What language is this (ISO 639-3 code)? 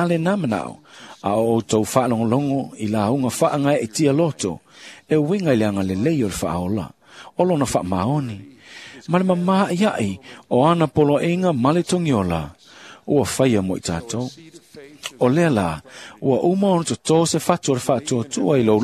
smo